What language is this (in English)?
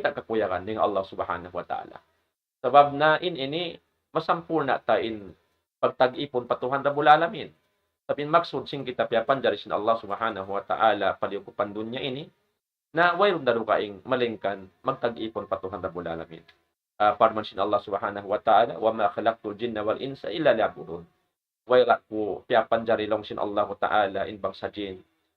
Tausug